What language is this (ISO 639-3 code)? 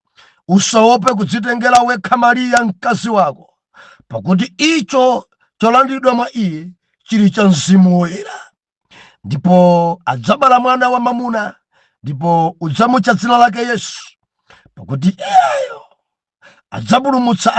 nya